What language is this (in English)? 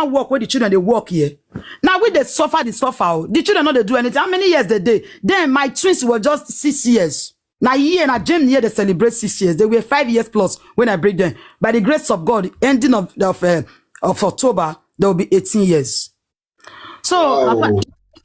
Nigerian Pidgin